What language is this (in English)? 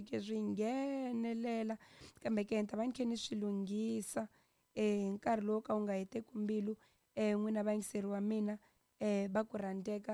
Tsonga